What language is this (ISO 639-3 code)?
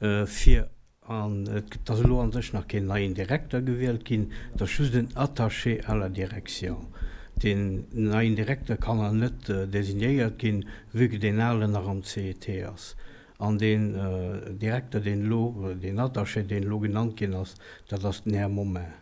ltz